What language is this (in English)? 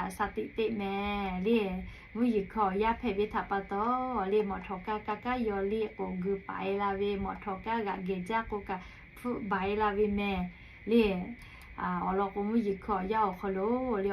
Lahu